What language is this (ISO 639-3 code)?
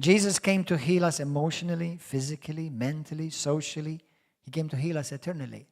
eng